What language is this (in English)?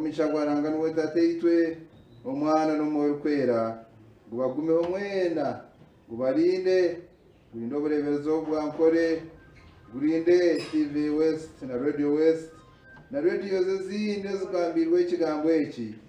Nyankole